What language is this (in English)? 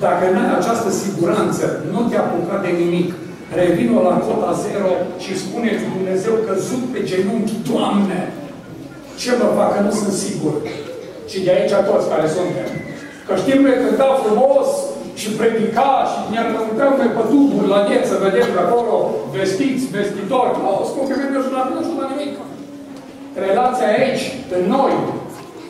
Romanian